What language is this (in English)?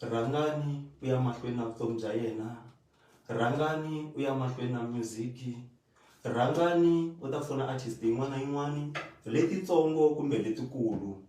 Tsonga